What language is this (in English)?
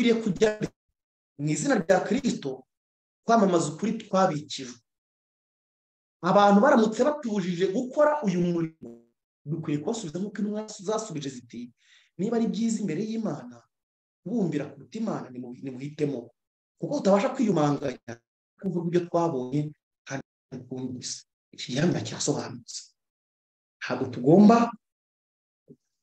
Kinyarwanda